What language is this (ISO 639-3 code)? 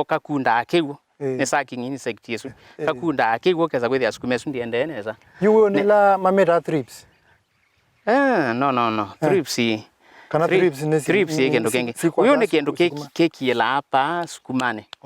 kam